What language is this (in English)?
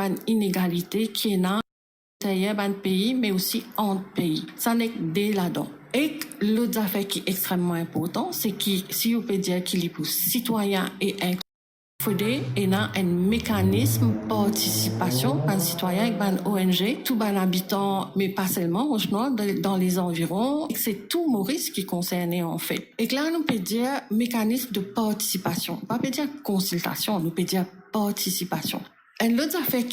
Morisyen